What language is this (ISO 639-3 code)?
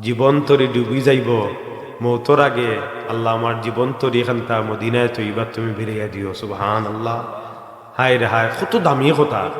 syl